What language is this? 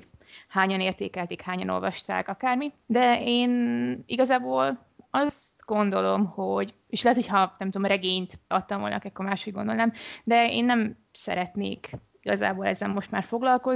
Hungarian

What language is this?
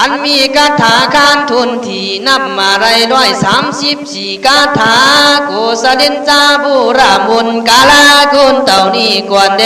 Khün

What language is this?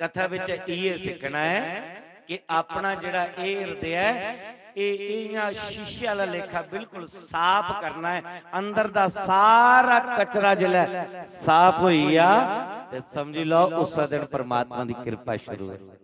Dogri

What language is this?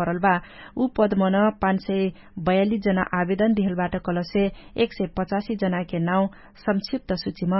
Dangaura Tharu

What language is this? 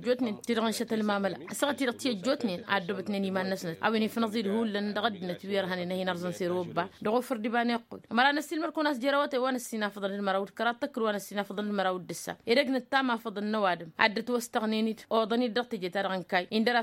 Tamasheq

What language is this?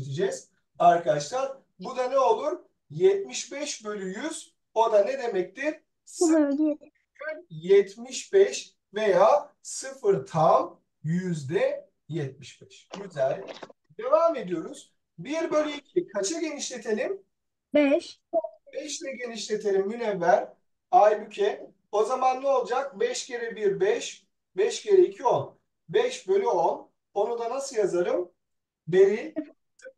Turkish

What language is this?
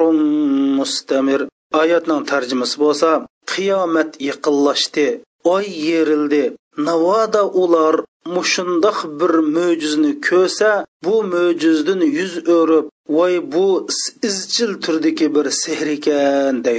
Uyghur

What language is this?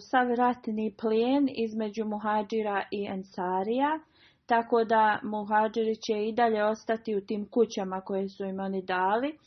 Bosnian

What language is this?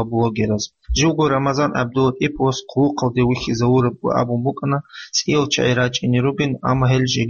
Avaric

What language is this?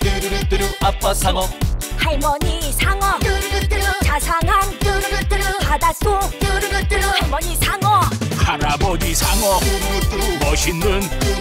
Korean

